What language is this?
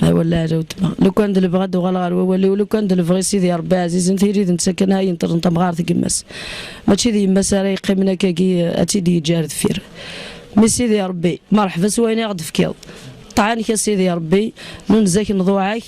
Kabyle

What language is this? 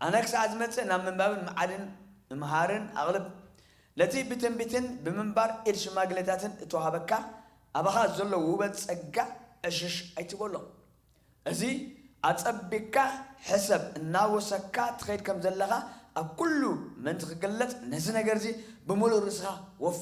Tigrinya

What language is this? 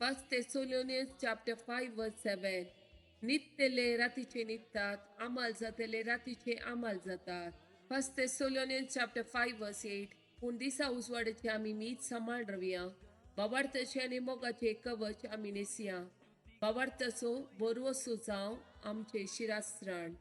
Konkani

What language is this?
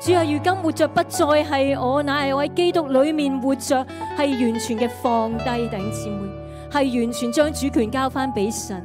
Cantonese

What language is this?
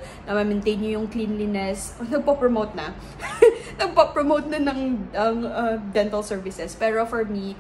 Filipino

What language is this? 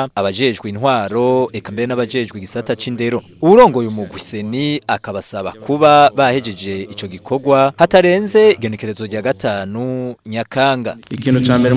Rundi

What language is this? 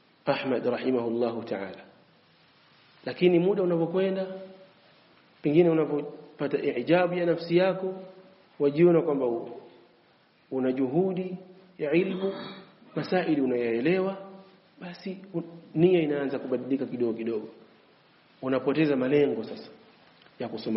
Swahili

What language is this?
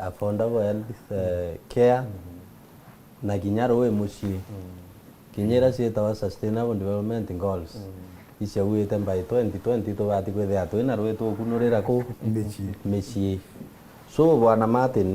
Meru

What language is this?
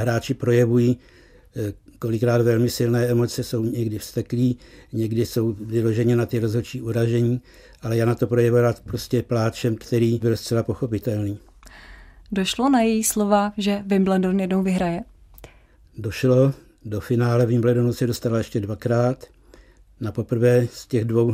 Czech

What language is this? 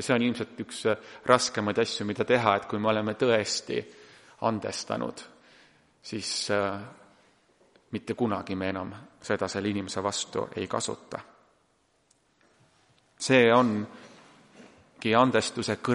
Estonian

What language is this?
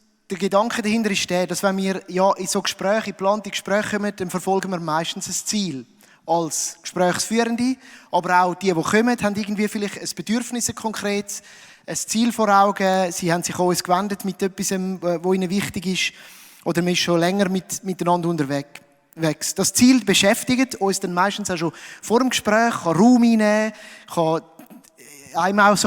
Swiss German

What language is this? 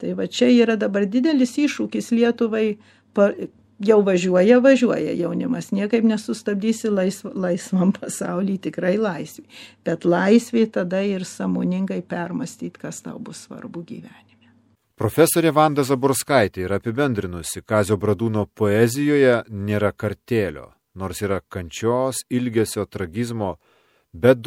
Lithuanian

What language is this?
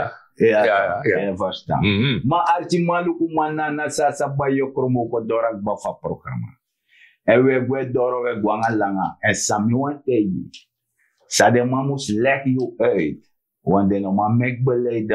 Sranan Tongo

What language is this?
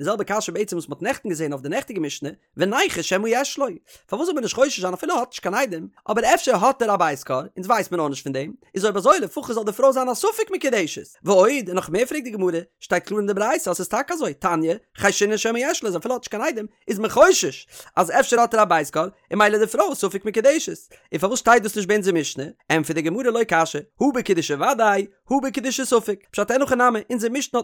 Yiddish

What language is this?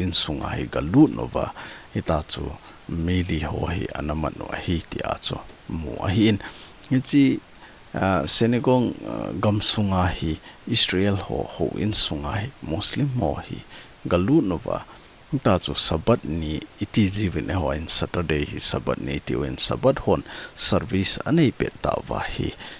Thado Chin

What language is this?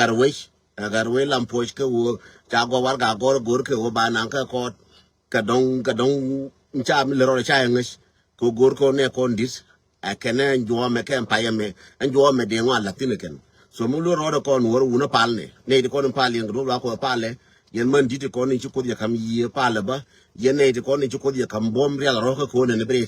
Nuer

